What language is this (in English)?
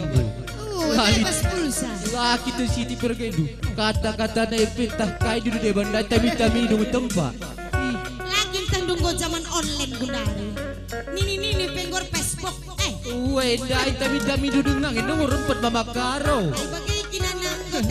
Batak Karo